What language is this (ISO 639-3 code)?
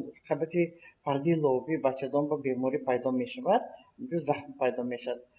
tgk